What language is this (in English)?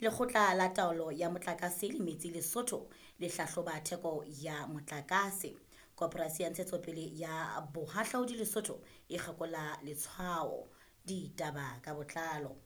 Southern Sotho